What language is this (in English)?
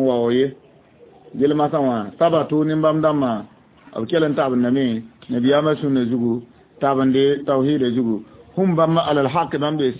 Mossi